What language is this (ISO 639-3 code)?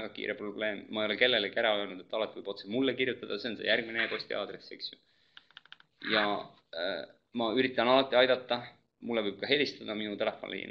est